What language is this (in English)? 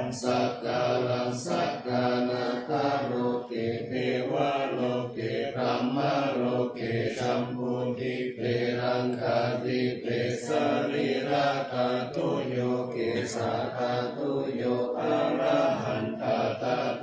Pali